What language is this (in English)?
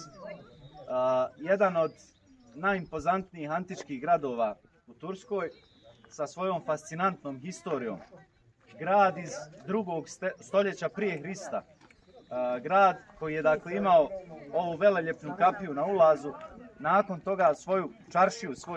Bosnian